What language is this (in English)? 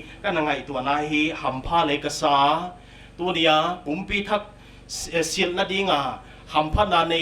Paite Chin